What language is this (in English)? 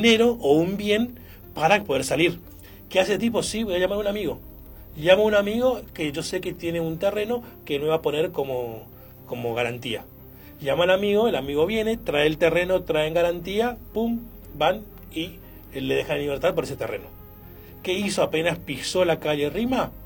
Spanish